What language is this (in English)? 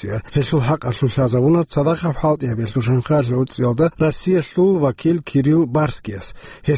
Avaric